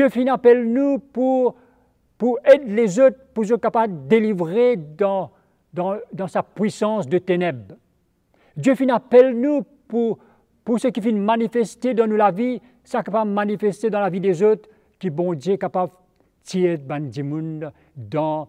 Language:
Morisyen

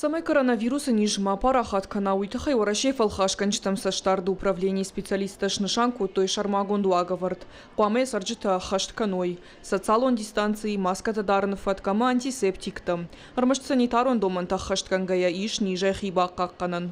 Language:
Ossetic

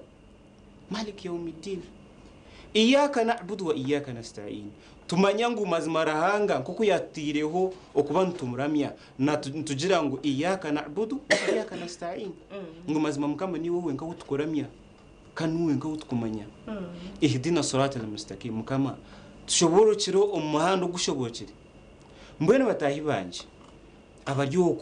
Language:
Nyankole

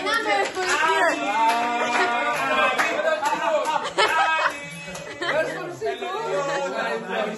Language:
Persian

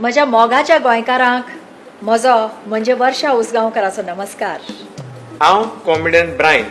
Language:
Konkani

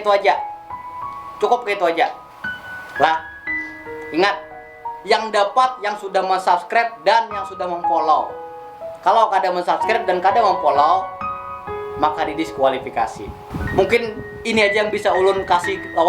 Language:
Banjar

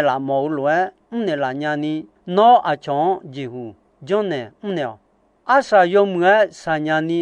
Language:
Akha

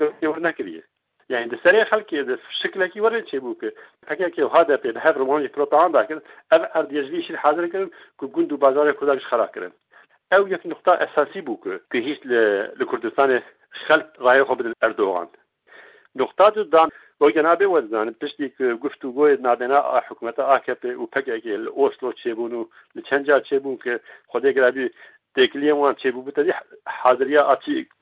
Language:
Kurdish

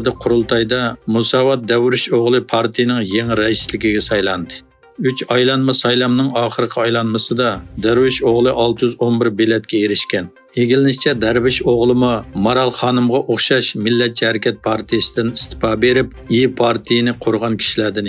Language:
Uyghur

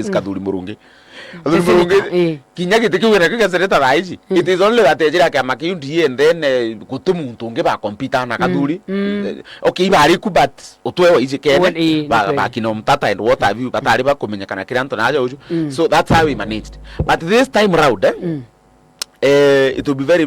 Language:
Meru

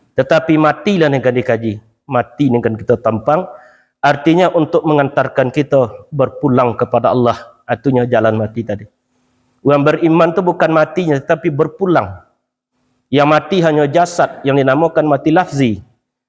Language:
Minangkabau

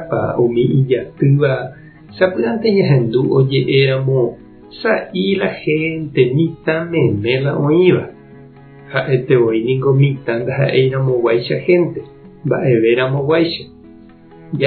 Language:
Guarani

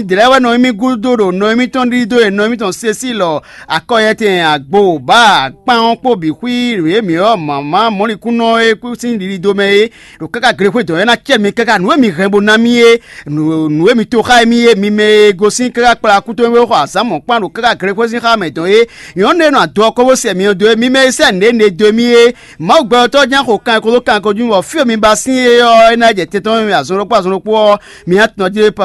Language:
Fon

